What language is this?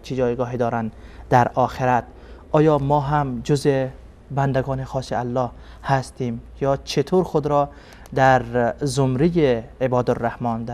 Persian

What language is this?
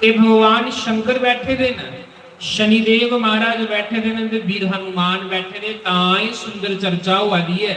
Dogri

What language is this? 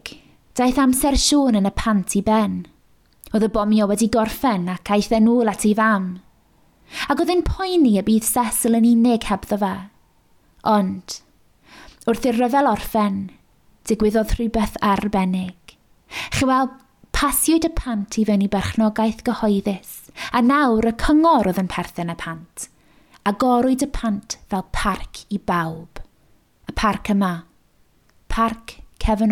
Welsh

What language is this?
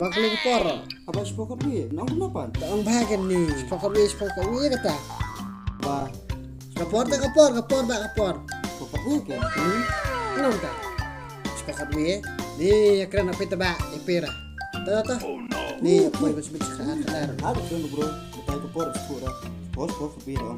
Khasi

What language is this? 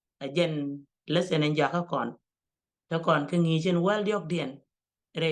Nuer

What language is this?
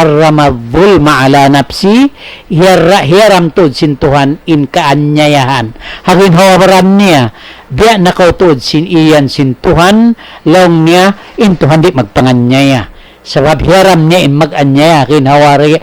Tausug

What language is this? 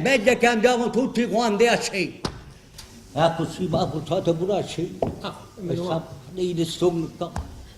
Neapolitan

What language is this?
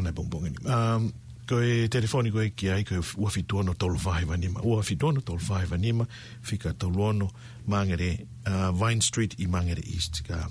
Tongan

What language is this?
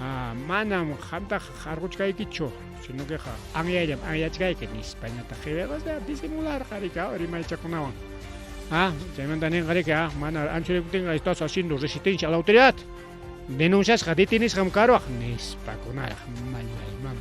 Ayacucho Quechua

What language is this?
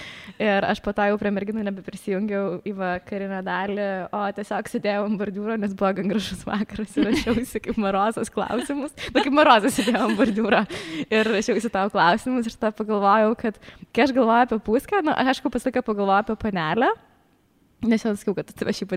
Lithuanian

